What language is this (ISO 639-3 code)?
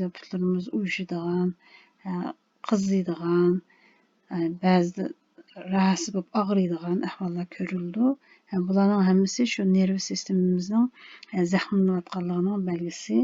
uig